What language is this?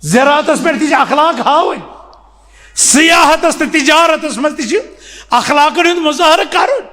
Kashmiri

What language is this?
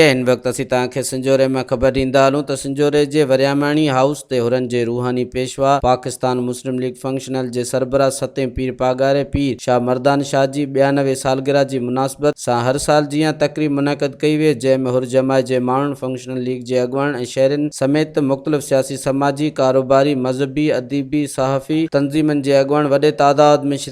Sindhi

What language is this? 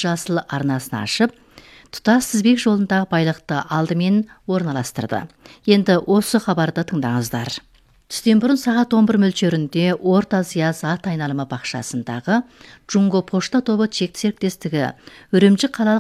Kazakh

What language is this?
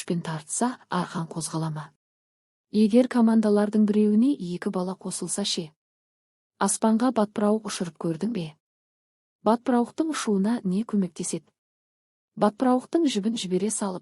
Kazakh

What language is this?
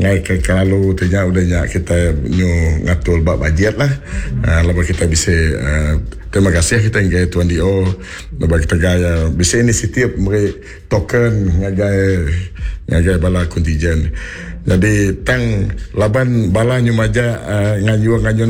Iban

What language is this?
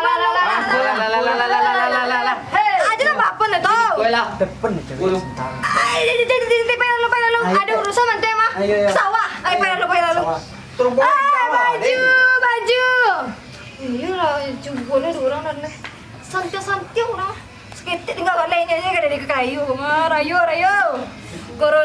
Minangkabau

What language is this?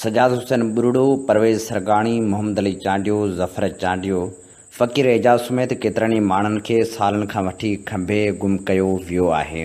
Sindhi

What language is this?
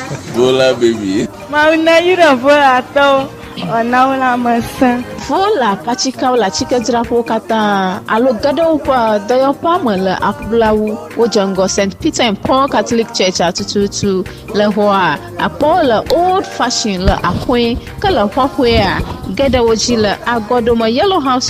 Ewe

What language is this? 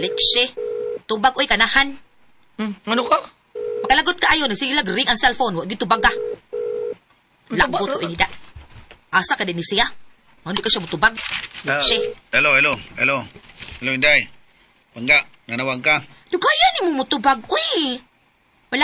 Cebuano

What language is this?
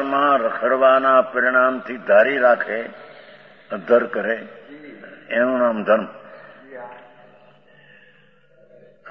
Gujarati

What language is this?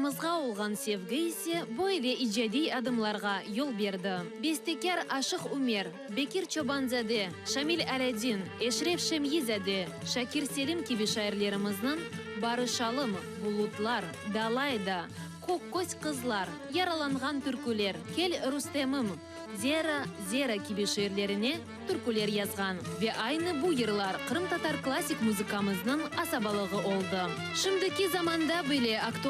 Crimean Tatar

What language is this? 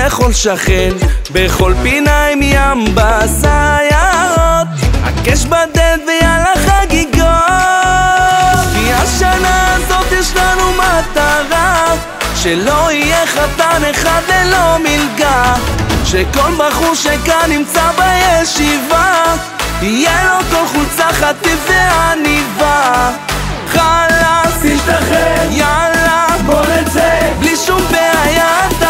Hebrew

